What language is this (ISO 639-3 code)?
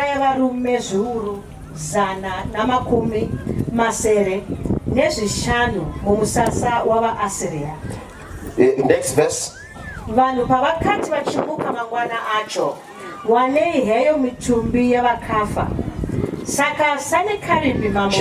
sna